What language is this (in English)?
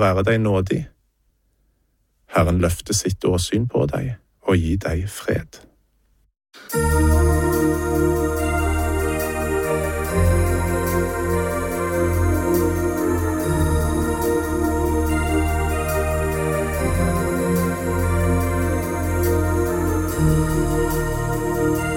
Norwegian